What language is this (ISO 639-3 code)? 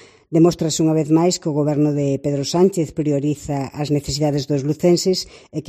glg